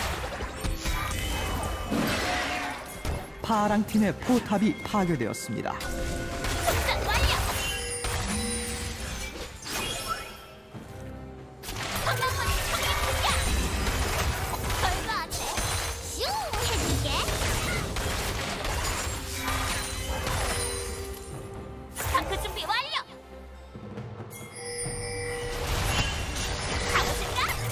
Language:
Korean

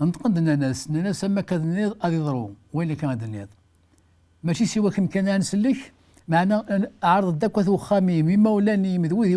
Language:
Kabyle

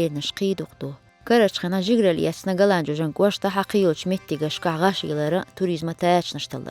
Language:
Chechen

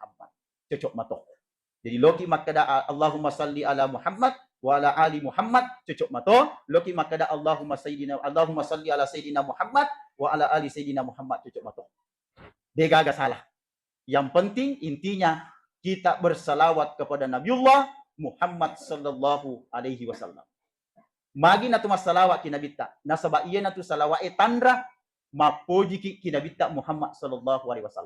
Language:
Buginese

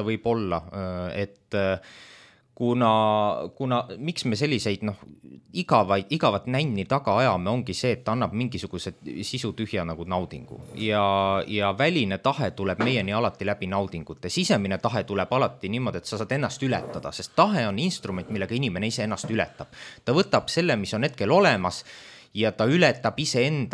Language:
Estonian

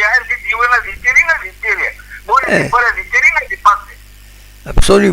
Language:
Kabyle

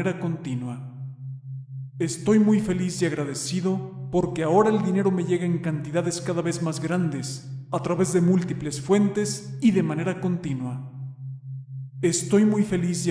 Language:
Spanish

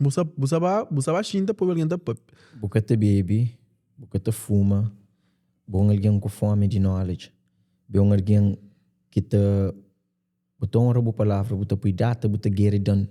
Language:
Kabuverdianu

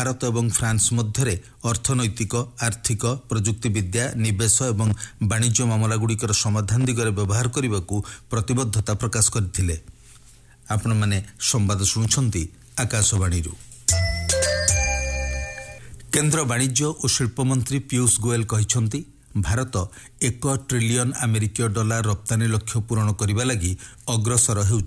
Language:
Odia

